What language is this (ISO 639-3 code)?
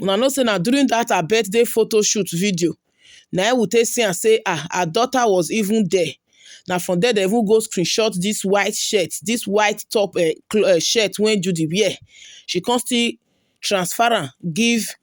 pcm